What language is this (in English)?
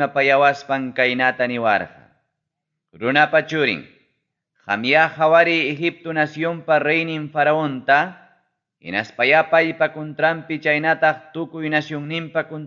Ayacucho Quechua